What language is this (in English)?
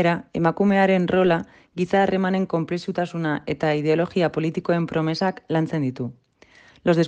Basque